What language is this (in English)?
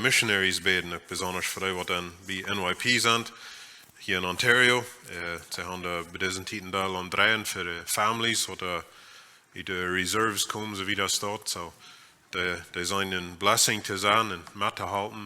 Plautdietsch